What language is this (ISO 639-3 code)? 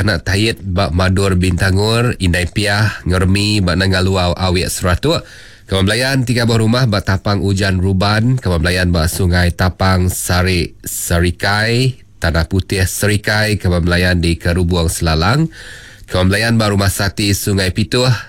iba